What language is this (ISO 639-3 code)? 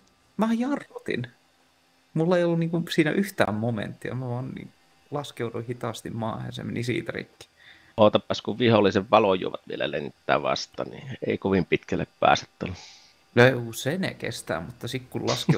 fin